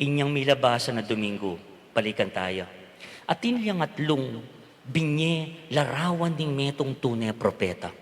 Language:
Pampanga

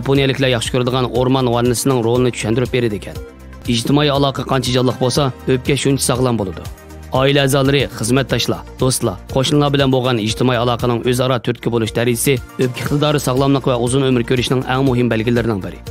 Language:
Uyghur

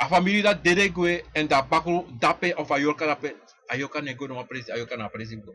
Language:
Sranan Tongo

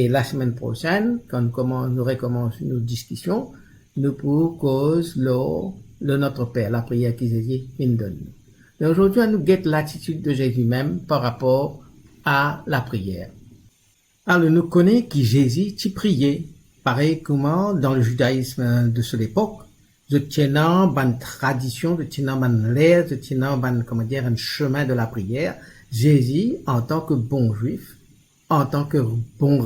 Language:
Morisyen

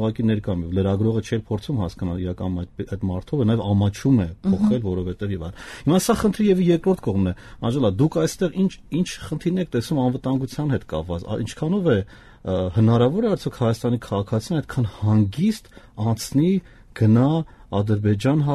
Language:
Armenian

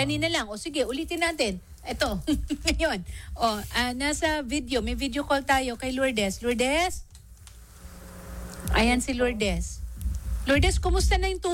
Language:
Filipino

